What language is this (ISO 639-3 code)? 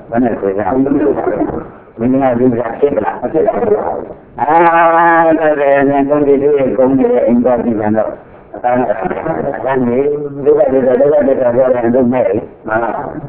mya